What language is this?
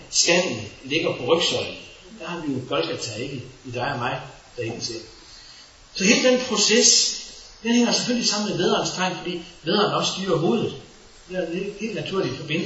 Danish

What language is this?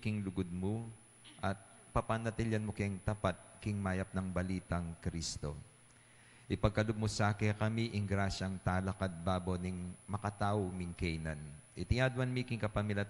Pampanga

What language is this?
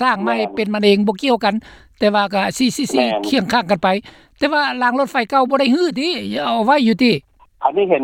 Lao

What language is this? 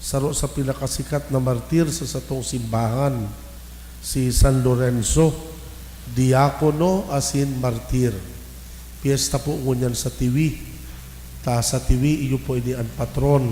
Bikol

